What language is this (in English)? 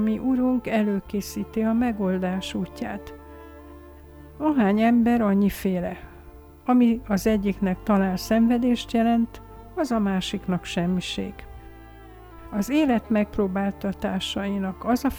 Hungarian